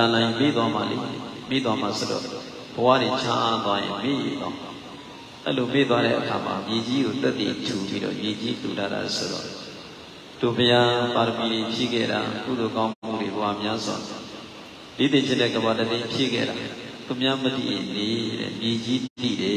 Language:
Burmese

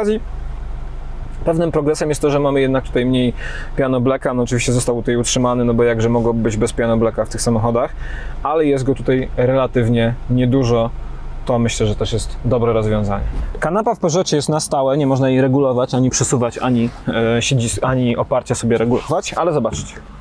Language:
Polish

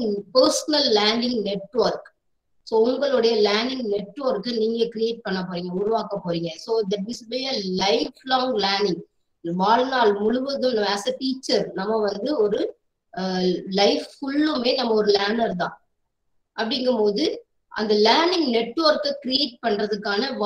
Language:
Tamil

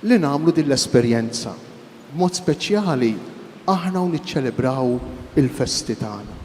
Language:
Maltese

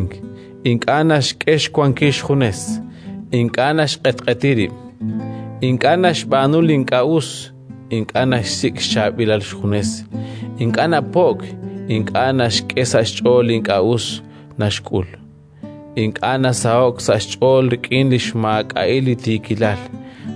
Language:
Kekchí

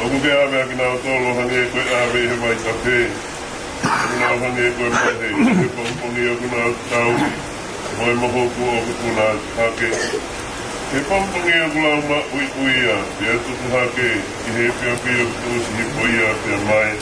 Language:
Tongan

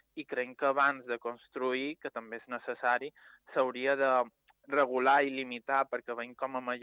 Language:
Catalan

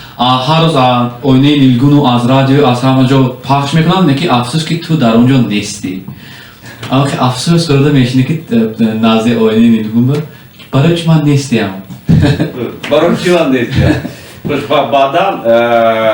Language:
Tajik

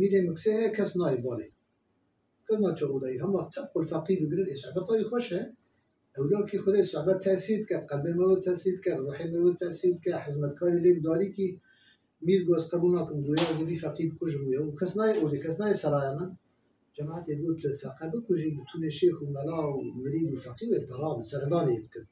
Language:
Kurdish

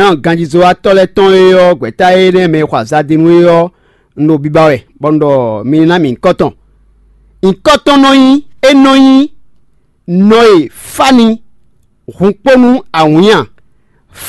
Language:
Fon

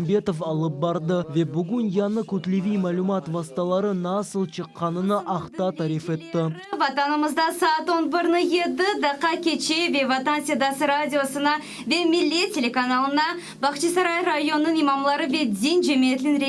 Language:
Crimean Tatar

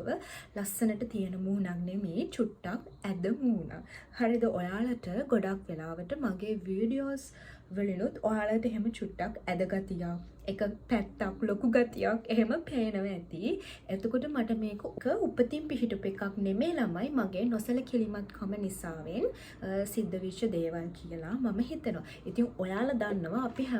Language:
Sinhala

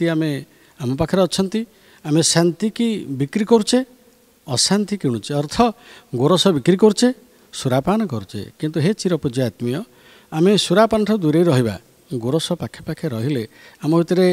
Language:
Odia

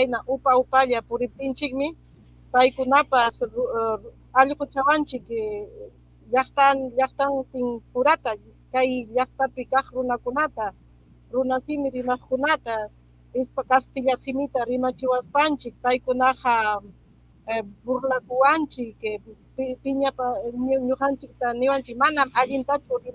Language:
Ayacucho Quechua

